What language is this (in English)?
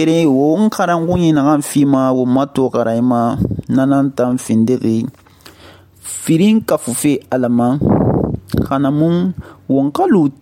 Susu